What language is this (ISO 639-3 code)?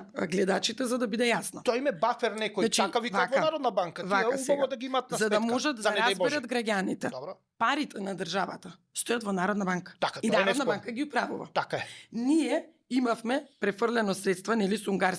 mkd